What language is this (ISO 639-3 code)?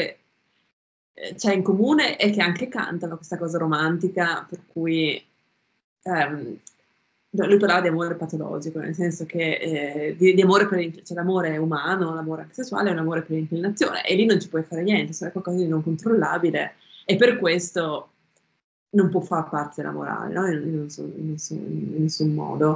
ita